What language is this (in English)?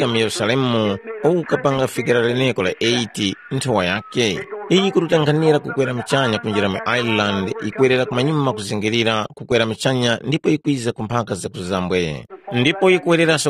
Tumbuka